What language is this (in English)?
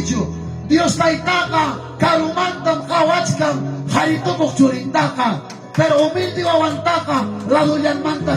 Ayacucho Quechua